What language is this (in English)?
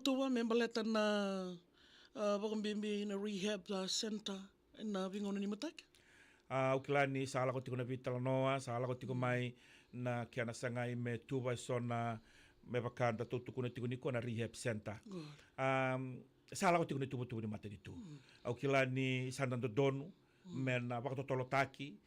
Fijian